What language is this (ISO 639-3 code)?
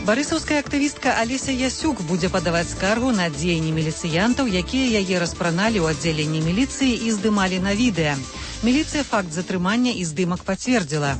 bel